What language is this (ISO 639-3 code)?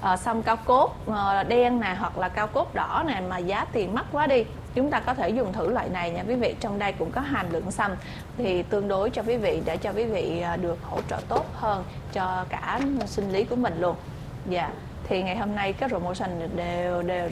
vie